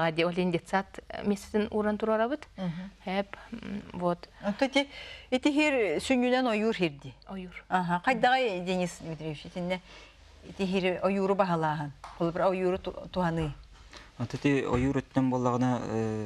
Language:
Yakut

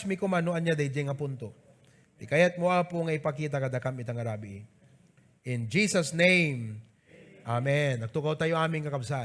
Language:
Iloko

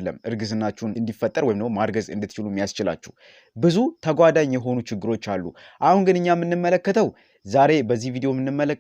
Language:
Amharic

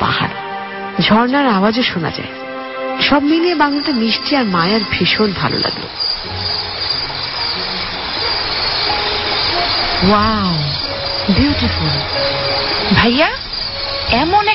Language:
Bangla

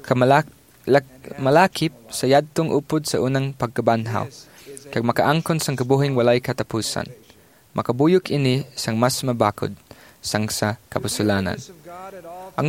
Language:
Hiligaynon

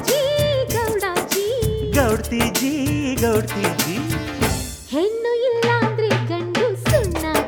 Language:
Kannada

